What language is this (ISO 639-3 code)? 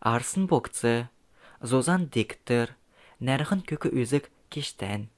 xal